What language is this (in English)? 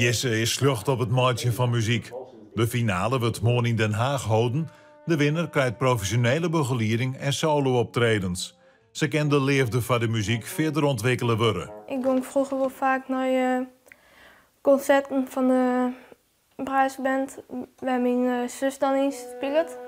Western Frisian